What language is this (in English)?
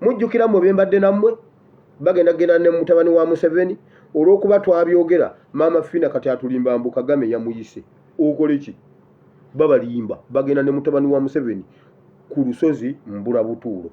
Ganda